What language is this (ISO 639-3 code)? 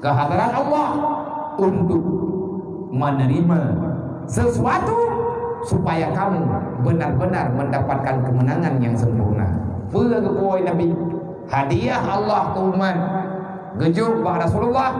ace